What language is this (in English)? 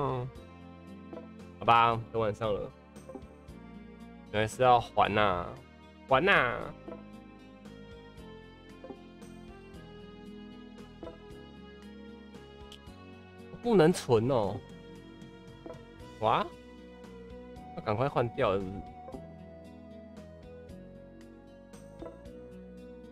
Chinese